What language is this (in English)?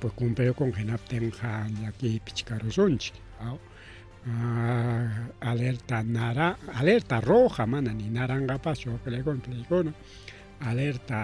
Ayacucho Quechua